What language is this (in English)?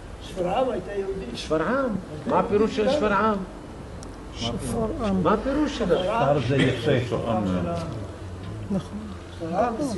Hebrew